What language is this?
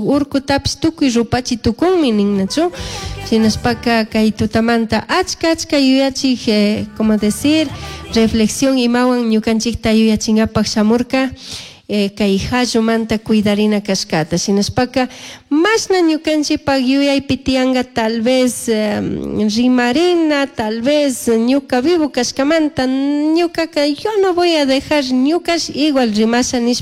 Chimborazo Highland Quichua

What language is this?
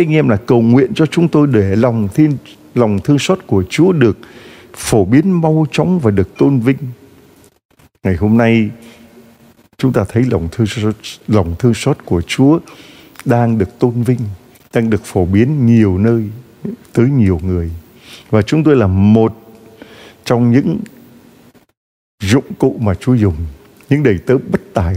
Vietnamese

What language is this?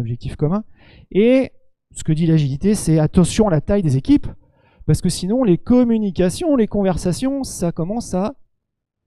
French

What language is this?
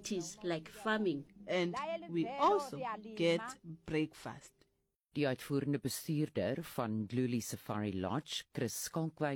Afrikaans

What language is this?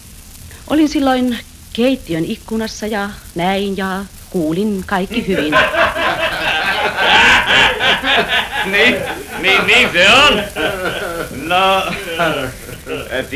Finnish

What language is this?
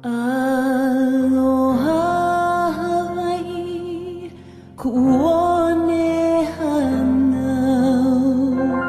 Hawaiian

